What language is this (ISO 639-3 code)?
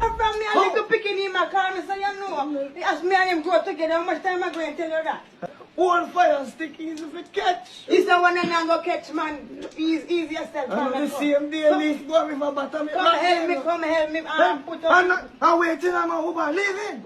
jam